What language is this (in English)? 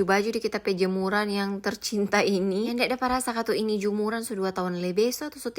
Manado Malay